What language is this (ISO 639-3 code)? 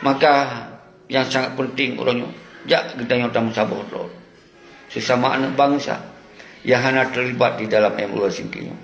ace